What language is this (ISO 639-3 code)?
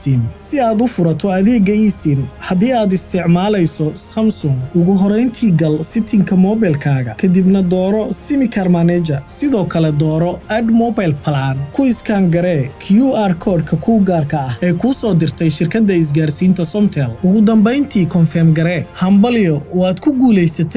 som